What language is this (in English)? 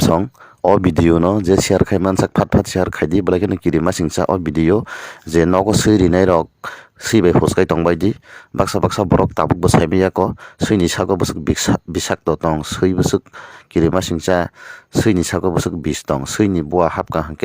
Kok Borok